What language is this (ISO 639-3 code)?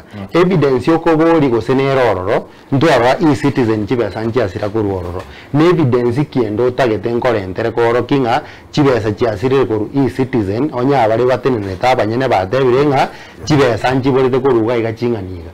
guz